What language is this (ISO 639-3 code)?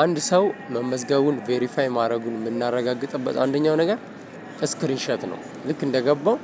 amh